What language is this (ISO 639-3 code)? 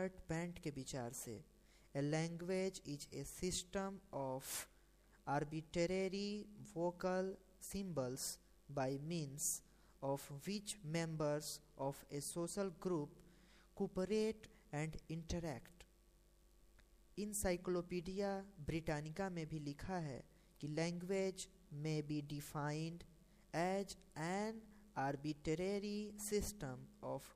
hin